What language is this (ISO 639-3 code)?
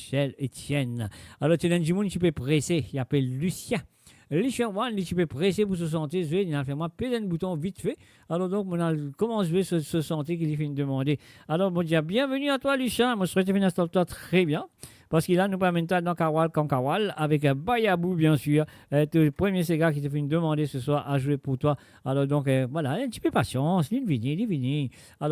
mfe